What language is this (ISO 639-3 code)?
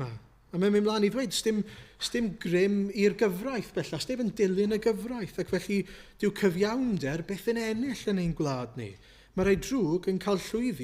cym